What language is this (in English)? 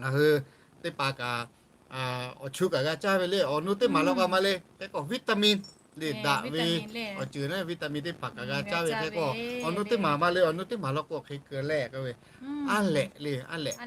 Lahu